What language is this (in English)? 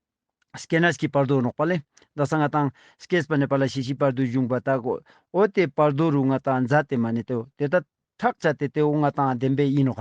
Ladakhi